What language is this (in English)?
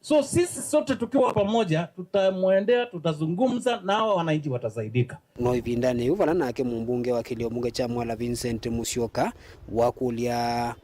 Kamba